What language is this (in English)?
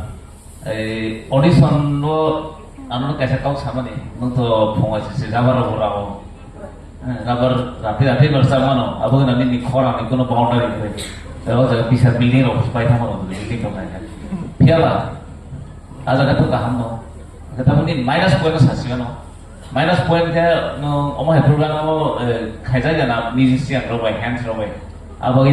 Kok Borok